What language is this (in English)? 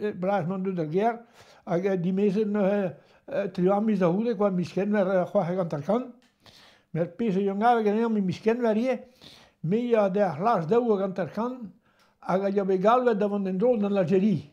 Breton